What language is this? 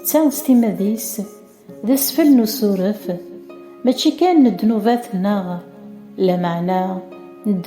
Kabyle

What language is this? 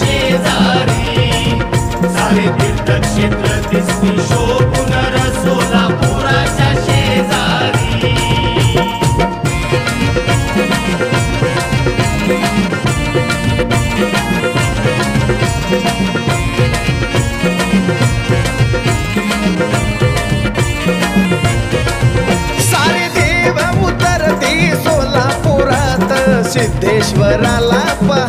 Marathi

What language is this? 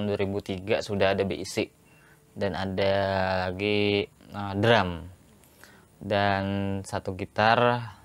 Banjar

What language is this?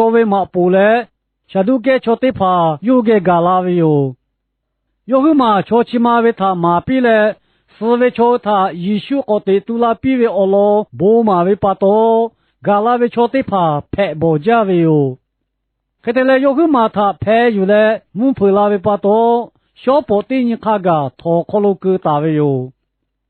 Lahu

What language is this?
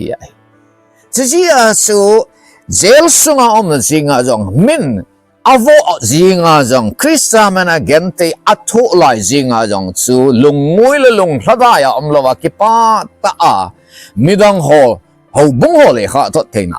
Thado Chin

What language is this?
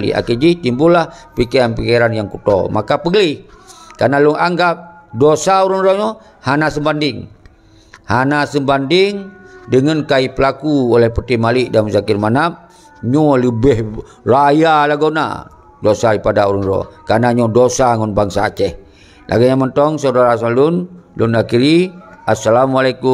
Achinese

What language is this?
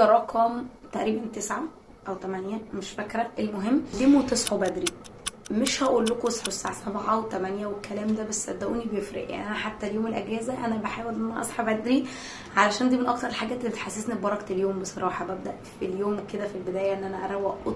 Egyptian Arabic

